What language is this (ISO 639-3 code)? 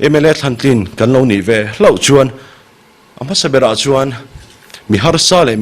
lus